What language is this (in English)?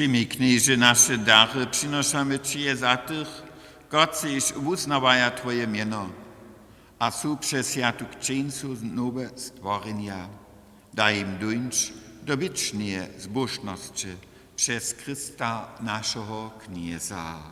Upper Sorbian